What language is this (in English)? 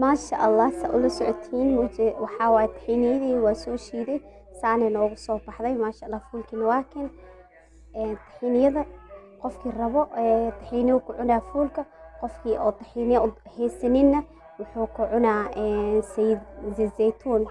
Somali